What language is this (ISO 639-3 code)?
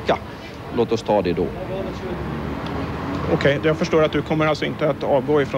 swe